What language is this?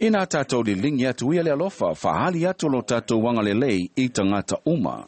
Samoan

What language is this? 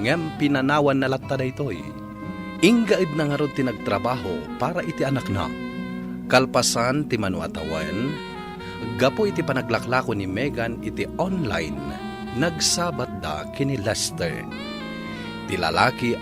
Iloko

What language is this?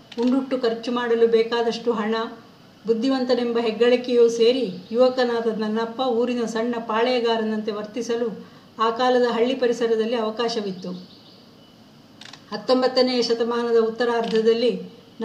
Kannada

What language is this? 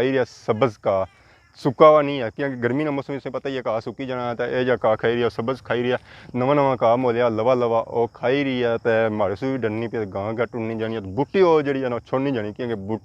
Pahari-Potwari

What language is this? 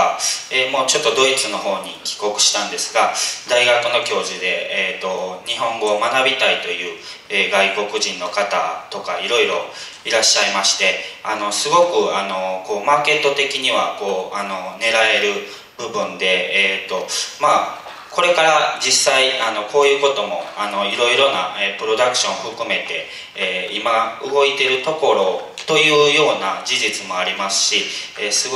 Japanese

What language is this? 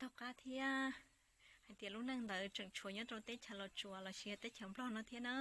Hmong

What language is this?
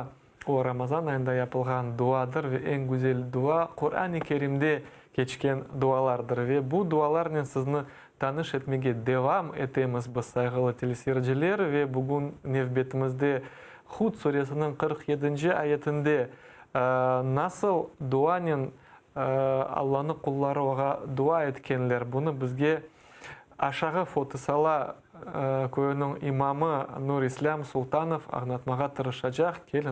Crimean Tatar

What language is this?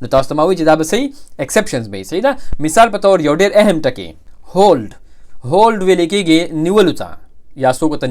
Pashto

